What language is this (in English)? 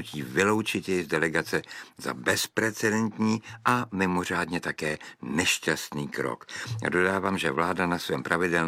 Czech